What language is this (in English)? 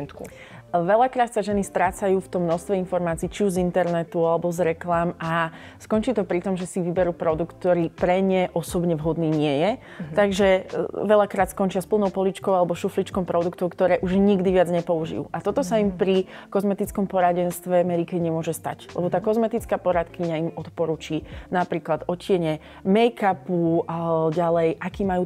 Slovak